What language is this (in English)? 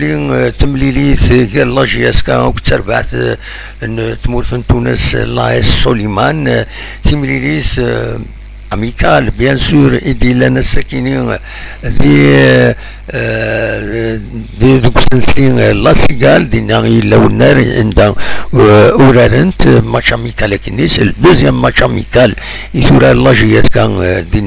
Kabyle